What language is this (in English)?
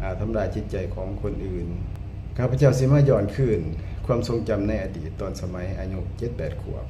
Northeastern Thai